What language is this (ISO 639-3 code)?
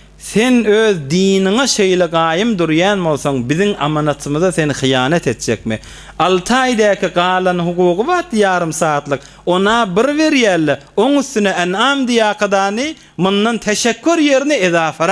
tuk